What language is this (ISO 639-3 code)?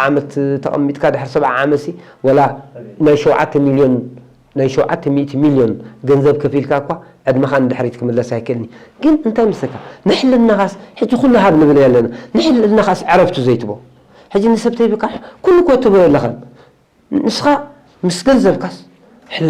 tir